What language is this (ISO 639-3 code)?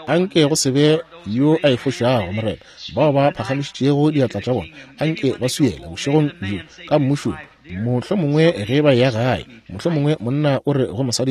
nso